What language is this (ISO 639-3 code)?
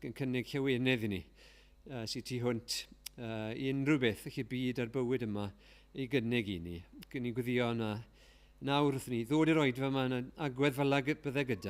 cym